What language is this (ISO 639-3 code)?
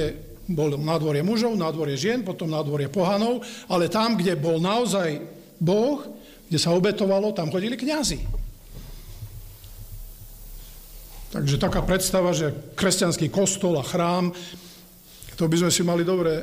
slk